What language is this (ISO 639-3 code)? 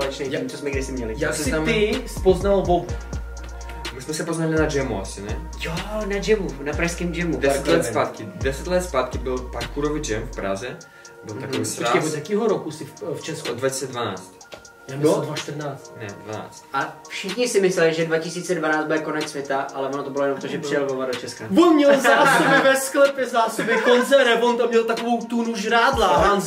ces